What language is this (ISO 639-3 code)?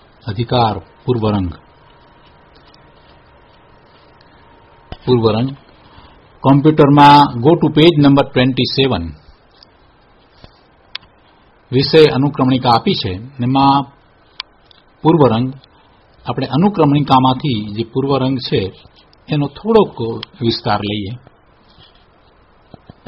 guj